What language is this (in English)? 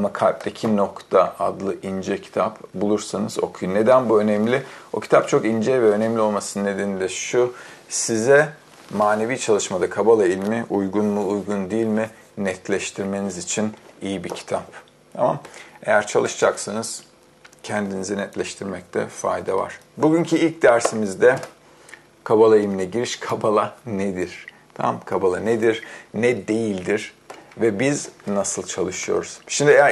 Turkish